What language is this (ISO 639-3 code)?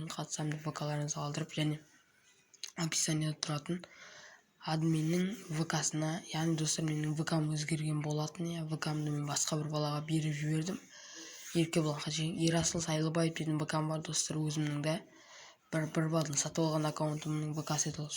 kaz